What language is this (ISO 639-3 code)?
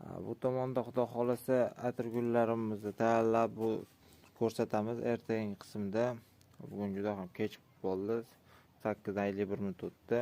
uzb